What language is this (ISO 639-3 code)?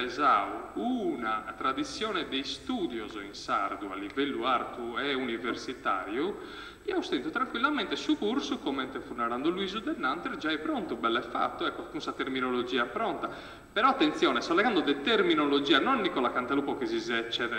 srd